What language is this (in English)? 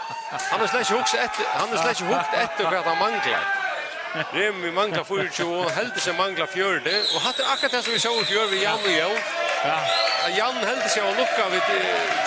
Faroese